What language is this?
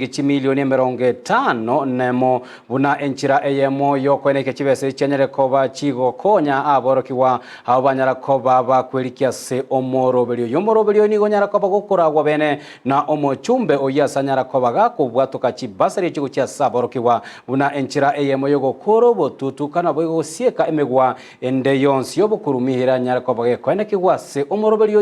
Gusii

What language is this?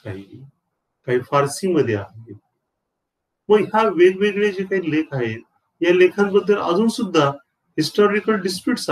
Marathi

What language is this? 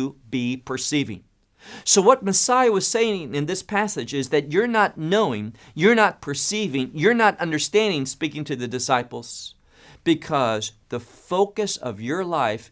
English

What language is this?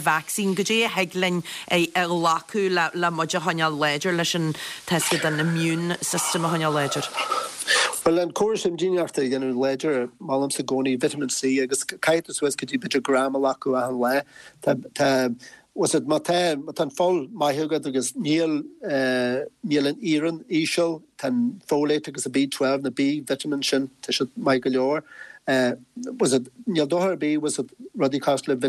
Irish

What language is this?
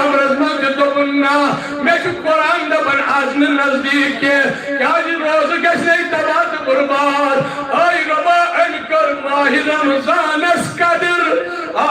Kashmiri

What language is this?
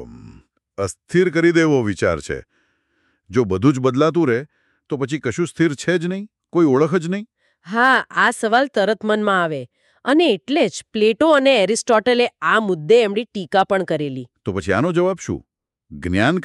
Gujarati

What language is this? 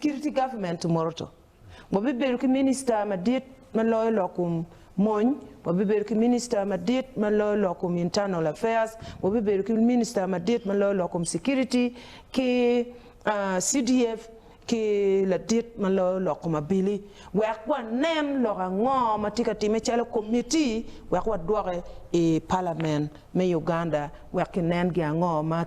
Acoli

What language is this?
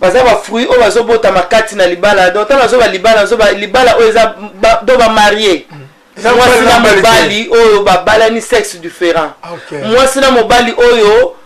Lingala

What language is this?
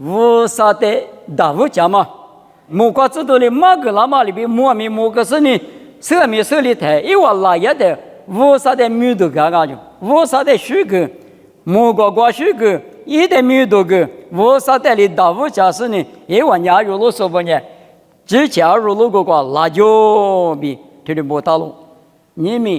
Lisu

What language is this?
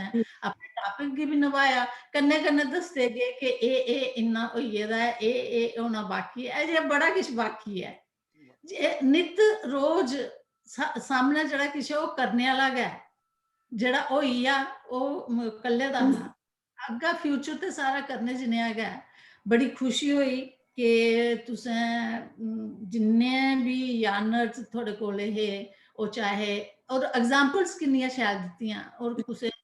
Dogri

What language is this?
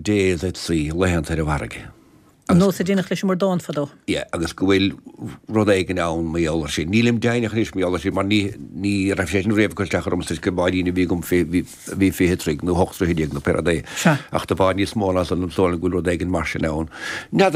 Irish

